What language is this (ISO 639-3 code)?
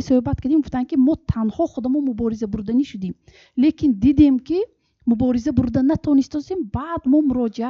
tgk